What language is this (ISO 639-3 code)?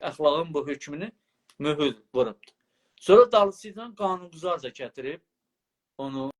azb